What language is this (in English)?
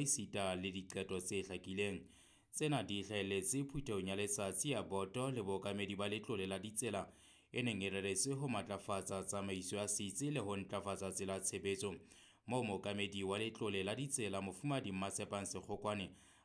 Southern Sotho